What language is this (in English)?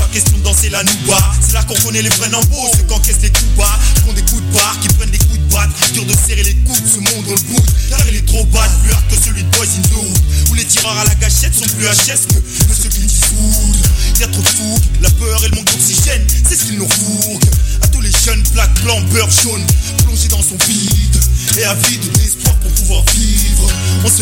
French